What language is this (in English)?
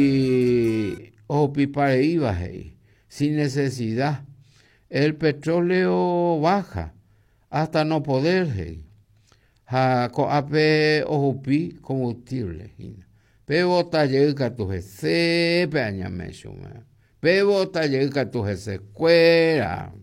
Guarani